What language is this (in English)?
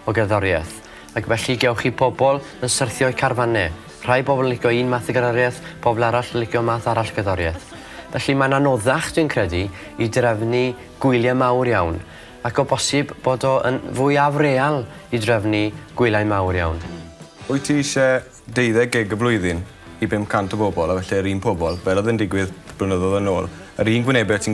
Welsh